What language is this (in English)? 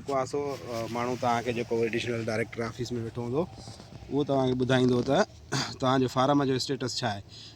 Sindhi